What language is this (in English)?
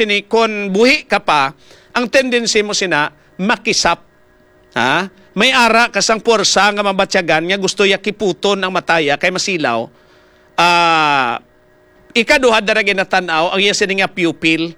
Hiligaynon